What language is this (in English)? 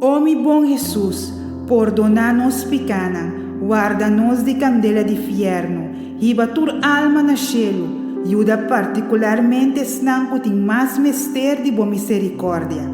Papiamento